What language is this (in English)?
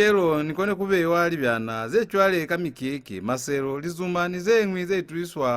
Lozi